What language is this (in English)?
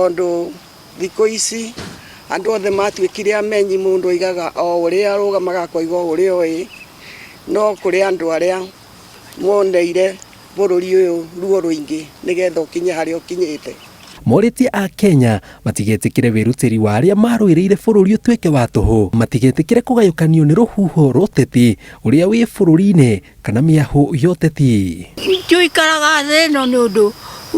Kikuyu